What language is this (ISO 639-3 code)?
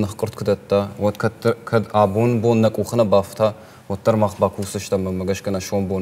oss